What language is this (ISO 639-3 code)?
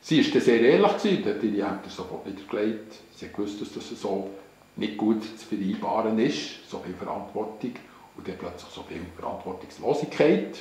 gsw